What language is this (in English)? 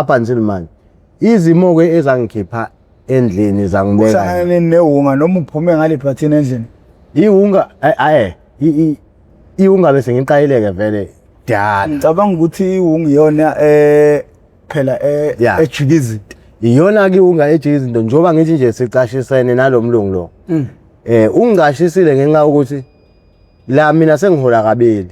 Zulu